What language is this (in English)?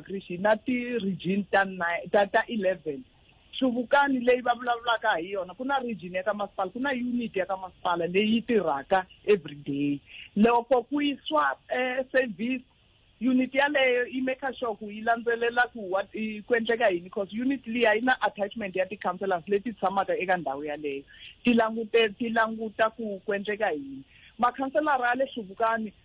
Tsonga